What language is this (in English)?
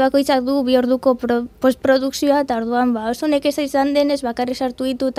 Basque